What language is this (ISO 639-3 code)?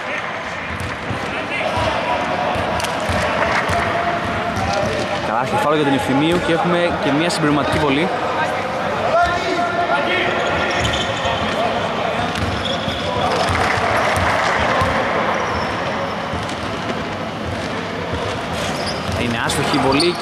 ell